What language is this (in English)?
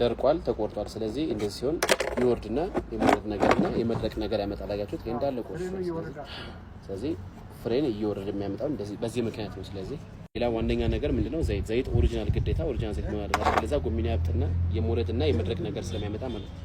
Amharic